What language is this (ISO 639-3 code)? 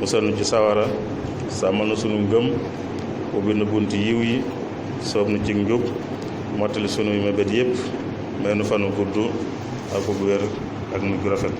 wol